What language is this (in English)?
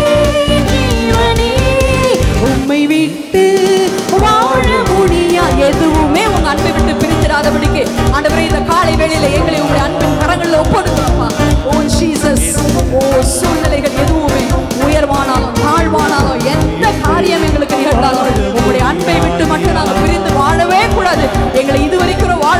Tamil